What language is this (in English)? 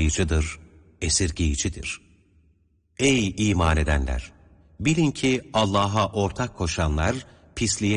Turkish